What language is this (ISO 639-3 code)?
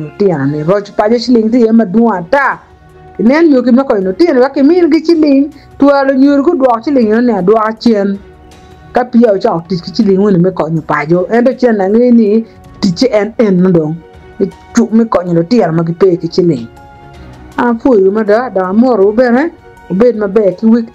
ach